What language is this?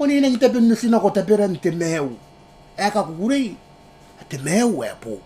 Gilbertese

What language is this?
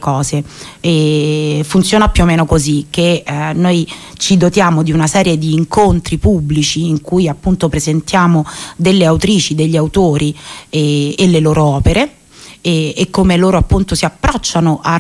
Italian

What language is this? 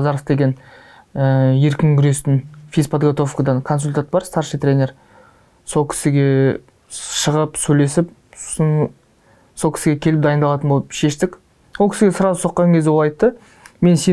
Kazakh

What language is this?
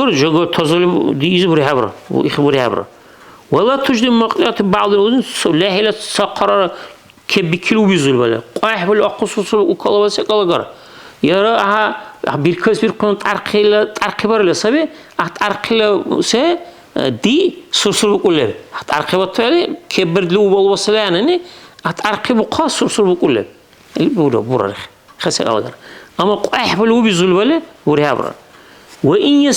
Dargwa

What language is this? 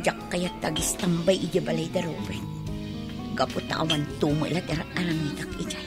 Iloko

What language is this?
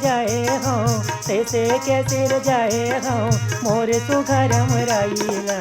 Chhattisgarhi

